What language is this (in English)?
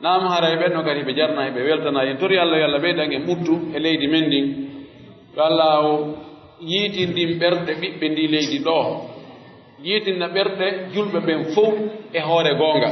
Pular